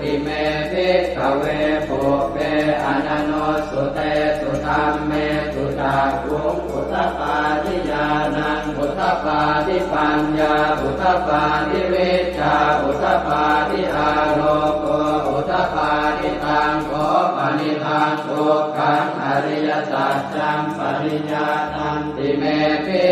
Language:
Pali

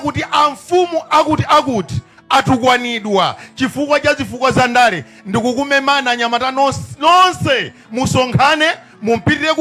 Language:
Nyanja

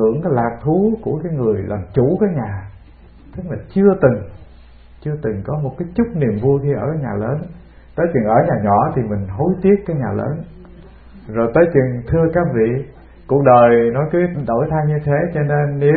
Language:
Vietnamese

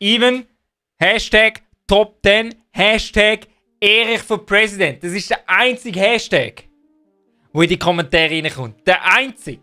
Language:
Swiss German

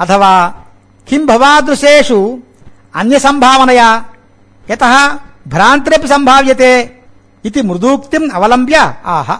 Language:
Sanskrit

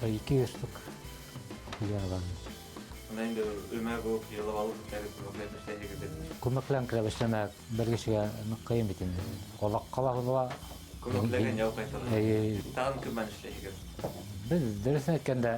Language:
Bashkir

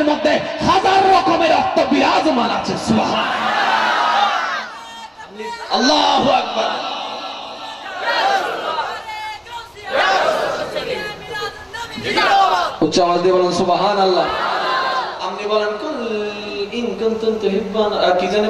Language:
Bangla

